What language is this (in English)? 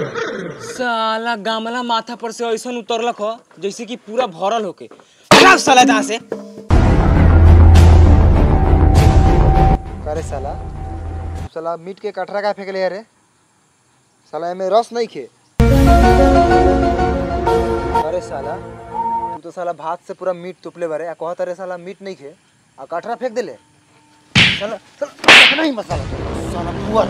Bhojpuri